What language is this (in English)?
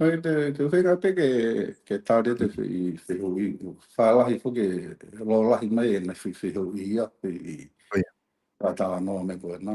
Tongan